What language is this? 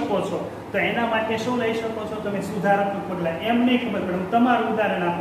Gujarati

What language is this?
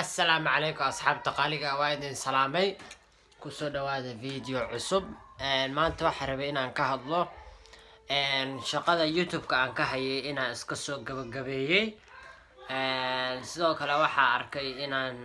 Somali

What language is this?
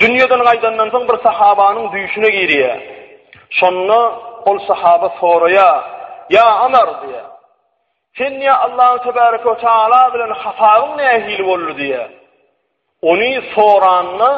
Turkmen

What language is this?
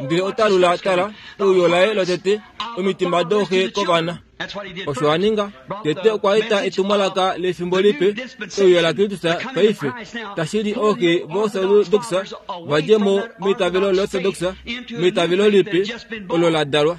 Kuanyama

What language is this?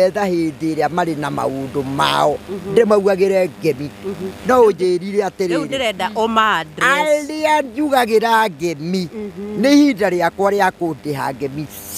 Kikuyu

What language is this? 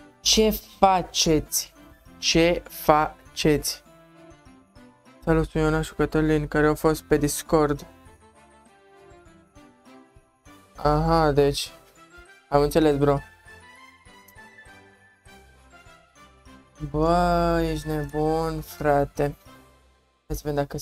Romanian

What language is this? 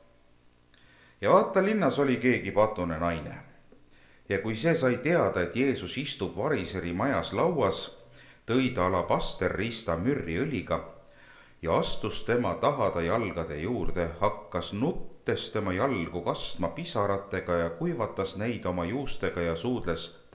Estonian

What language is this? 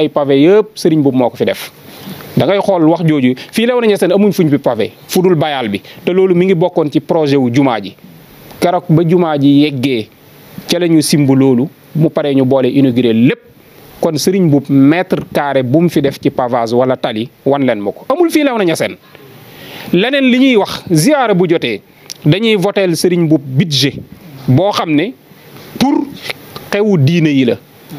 Wolof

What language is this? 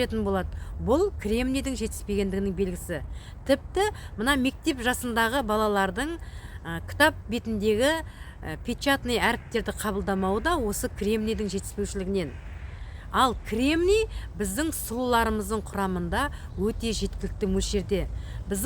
Kazakh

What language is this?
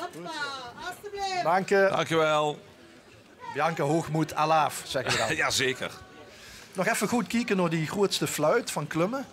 Limburgish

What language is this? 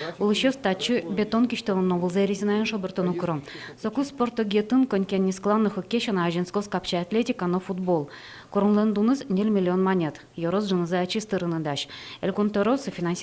Udmurt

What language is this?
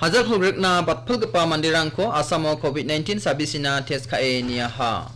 Garo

